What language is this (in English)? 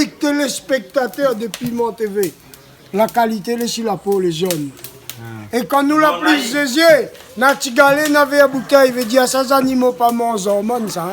Réunion Creole French